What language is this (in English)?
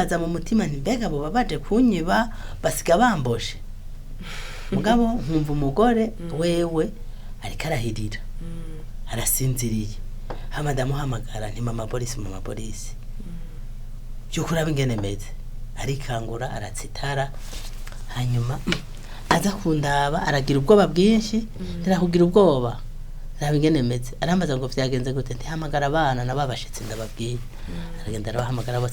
Rundi